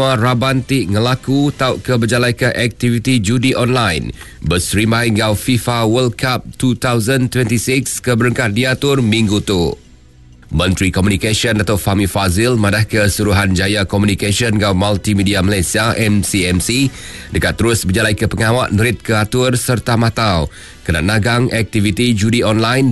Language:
Iban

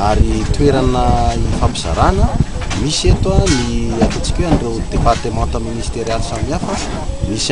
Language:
Malagasy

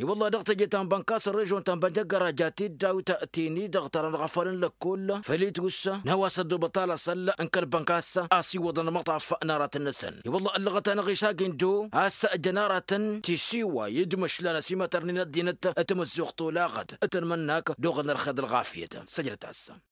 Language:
Tamasheq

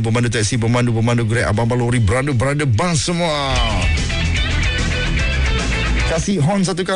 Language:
Malay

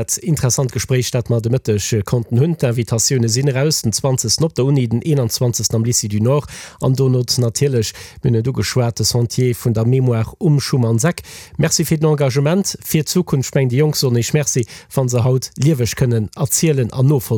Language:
Luxembourgish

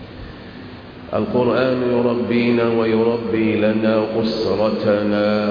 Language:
Arabic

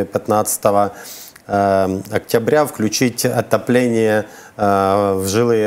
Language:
Russian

